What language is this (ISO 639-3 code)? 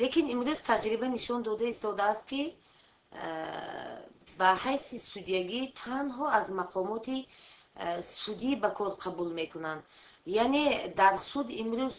tgk